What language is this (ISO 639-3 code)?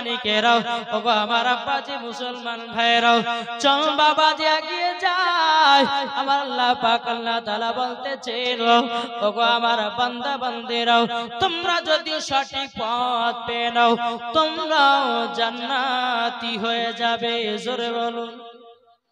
ben